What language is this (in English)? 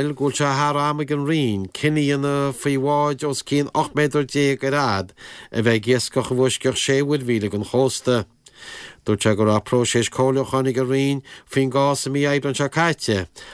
Irish